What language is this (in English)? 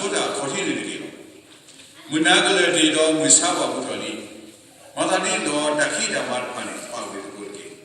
S'gaw Karen